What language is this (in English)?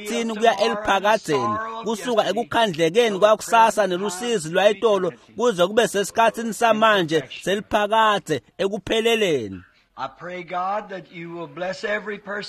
Swati